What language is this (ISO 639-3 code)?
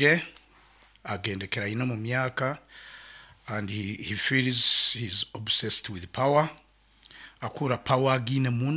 nyn